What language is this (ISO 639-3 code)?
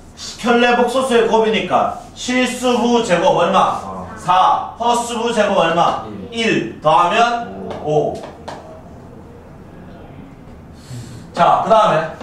kor